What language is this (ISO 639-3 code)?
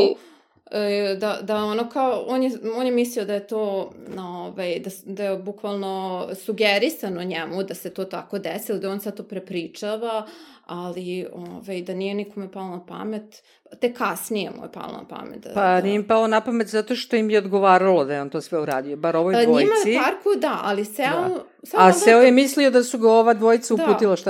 srp